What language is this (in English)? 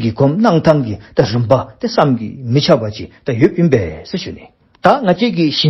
Dzongkha